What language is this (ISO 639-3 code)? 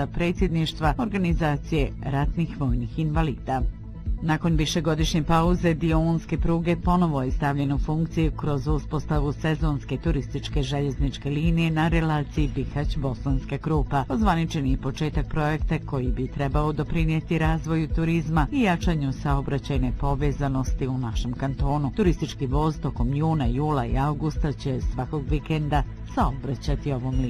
bos